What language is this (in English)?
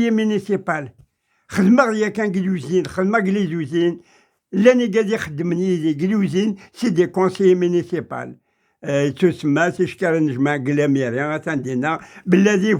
Kabyle